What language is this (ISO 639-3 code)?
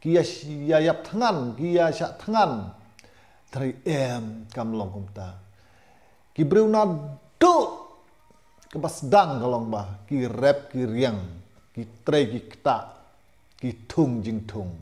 kha